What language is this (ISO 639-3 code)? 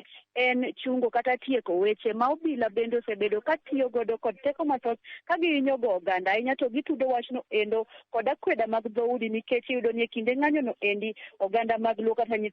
luo